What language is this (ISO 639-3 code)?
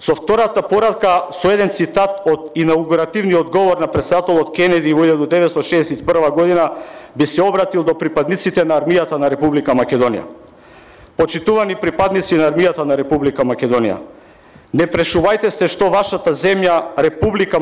mkd